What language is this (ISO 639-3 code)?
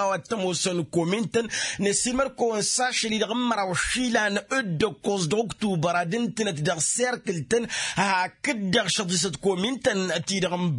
taq